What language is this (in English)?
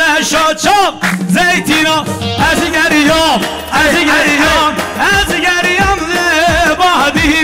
Persian